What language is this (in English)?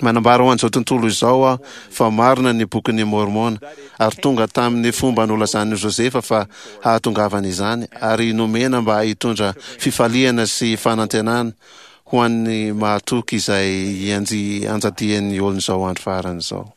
Malagasy